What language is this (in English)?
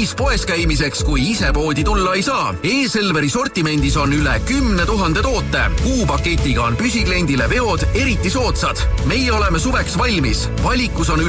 Estonian